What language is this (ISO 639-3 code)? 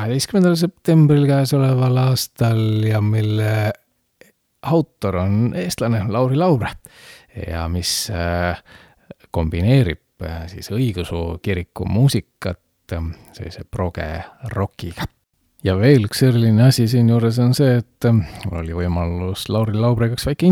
est